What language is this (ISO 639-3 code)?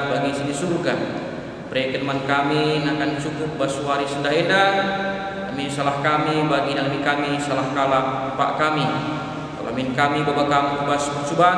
btx